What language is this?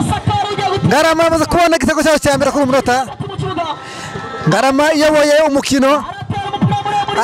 Kinyarwanda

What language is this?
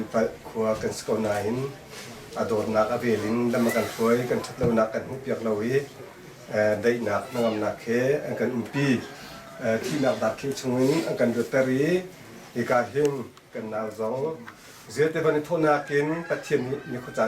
Hakha Chin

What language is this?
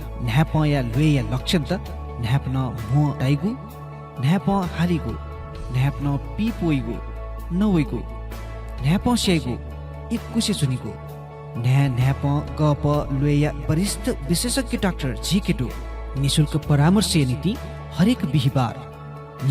Newari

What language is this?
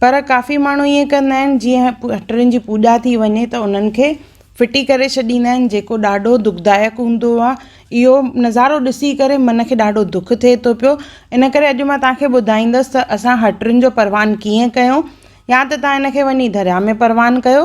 Sindhi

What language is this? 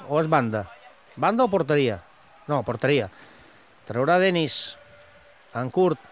Catalan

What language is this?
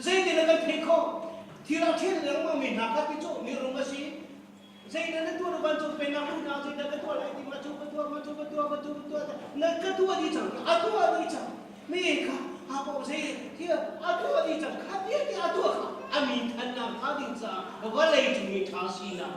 Hakha Chin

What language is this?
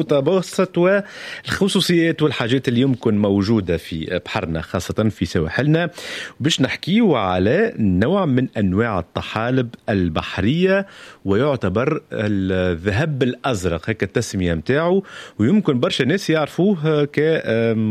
Tunisian Arabic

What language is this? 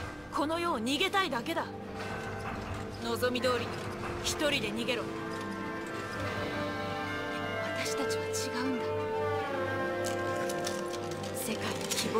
Japanese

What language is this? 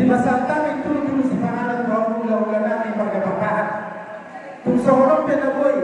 Batak Toba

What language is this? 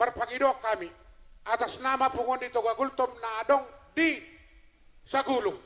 Batak Toba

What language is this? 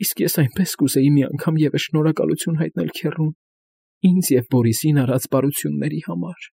Armenian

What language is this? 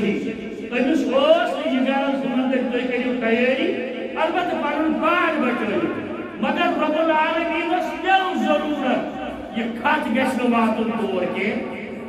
Kashmiri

